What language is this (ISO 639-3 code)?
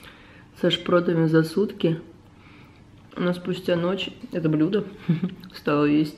rus